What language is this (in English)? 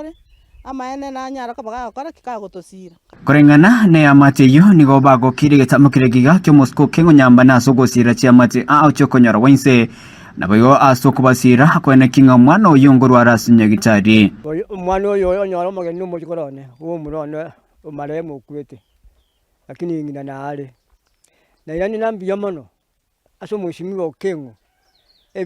Gusii